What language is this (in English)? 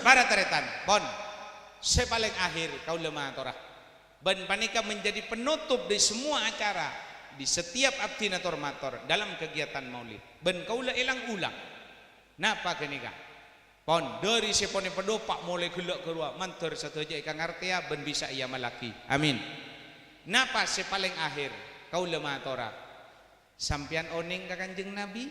Madurese